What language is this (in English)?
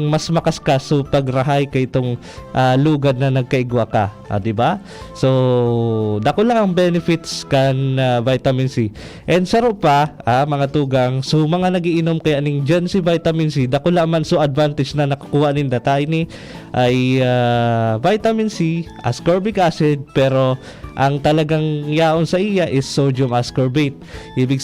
Bikol